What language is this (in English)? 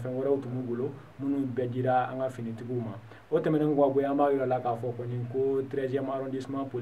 Bambara